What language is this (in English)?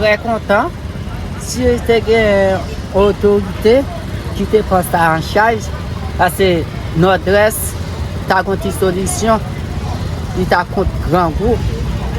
Haitian Creole